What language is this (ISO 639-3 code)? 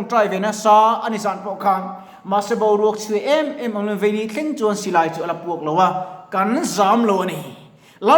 lus